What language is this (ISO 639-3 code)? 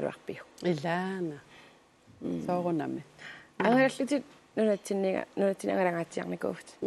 kal